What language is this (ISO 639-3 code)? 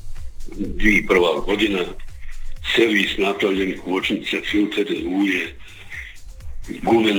hrv